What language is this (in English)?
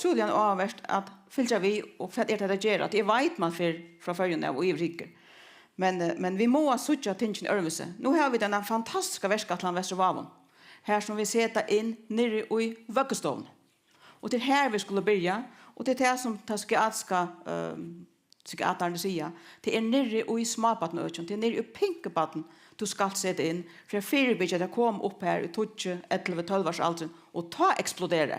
Faroese